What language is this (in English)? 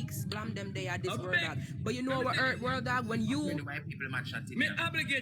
Jamaican Creole English